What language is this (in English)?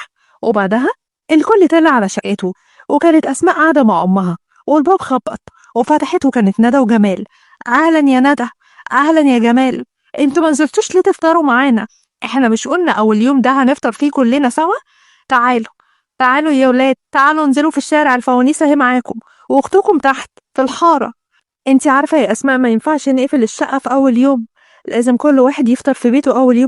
Egyptian Arabic